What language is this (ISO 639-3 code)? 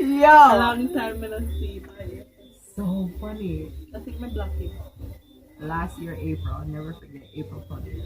jam